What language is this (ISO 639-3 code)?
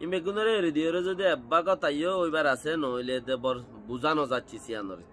rhg